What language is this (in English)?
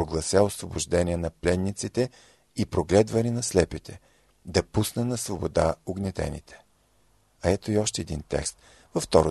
Bulgarian